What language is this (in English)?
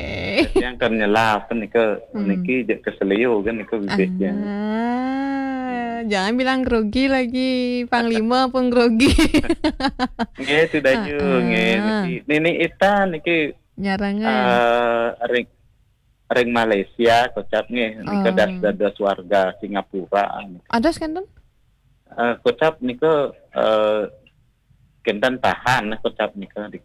Balinese